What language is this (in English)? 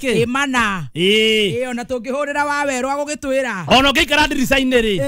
Kikuyu